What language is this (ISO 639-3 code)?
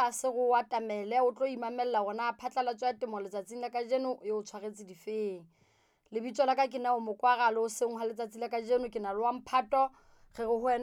sot